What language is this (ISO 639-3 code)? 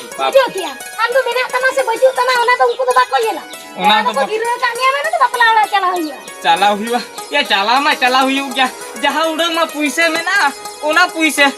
sat